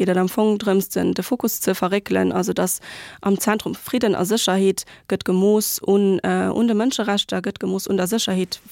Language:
Luxembourgish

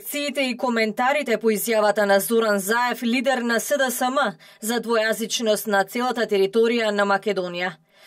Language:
Macedonian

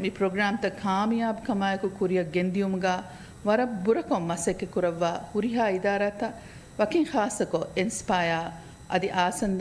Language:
Divehi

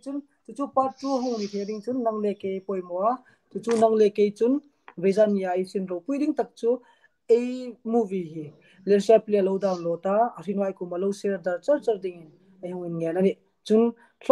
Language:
Hmar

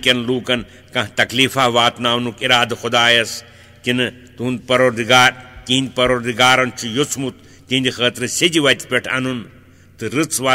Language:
Kashmiri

